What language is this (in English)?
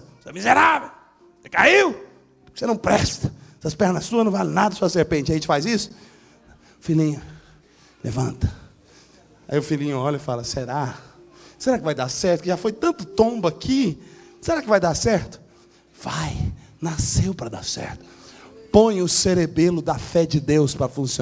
Portuguese